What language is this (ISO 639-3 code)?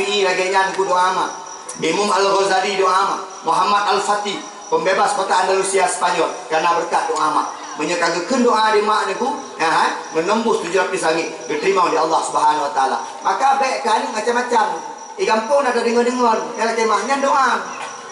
ace